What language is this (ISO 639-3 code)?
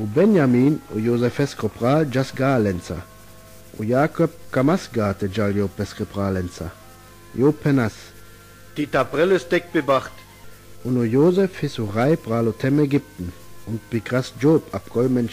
rmo